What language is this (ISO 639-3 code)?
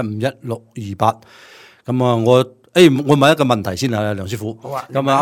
yue